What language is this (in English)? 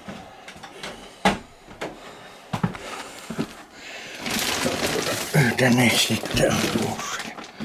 Finnish